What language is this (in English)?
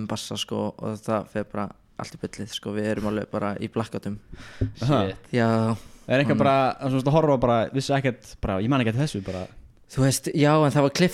Icelandic